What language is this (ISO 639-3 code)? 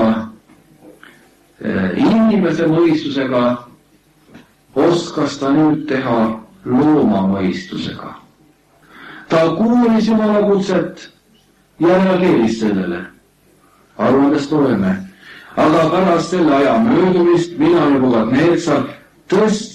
est